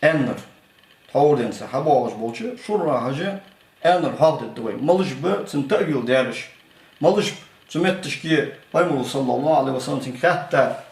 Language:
Ingush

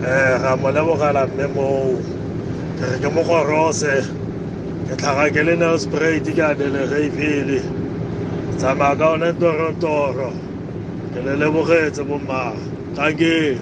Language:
Tswana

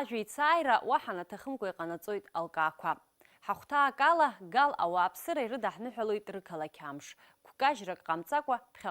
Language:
Abkhazian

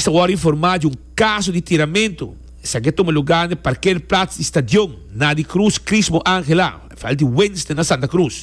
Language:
Papiamento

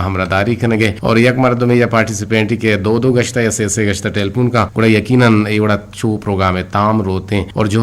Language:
Eastern Balochi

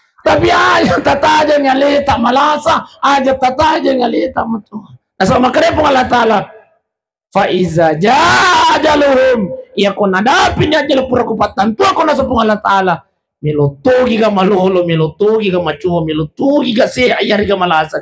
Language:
Buginese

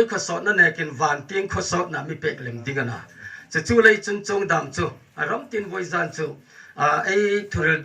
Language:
Hmar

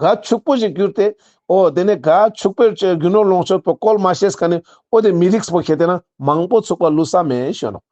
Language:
Ladakhi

